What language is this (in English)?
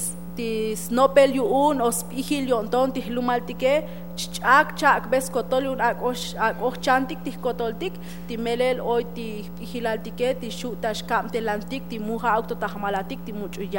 Tzotzil